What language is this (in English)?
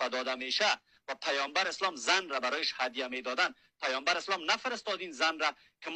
Persian